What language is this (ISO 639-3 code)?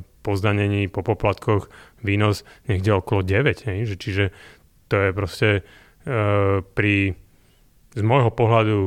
slk